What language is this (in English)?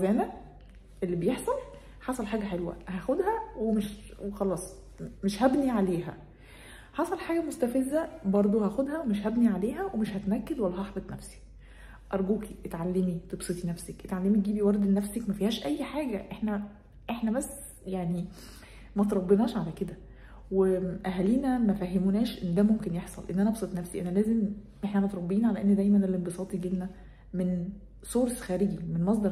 Egyptian Arabic